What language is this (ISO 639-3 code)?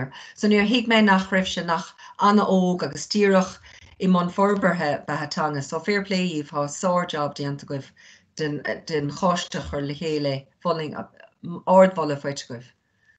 gle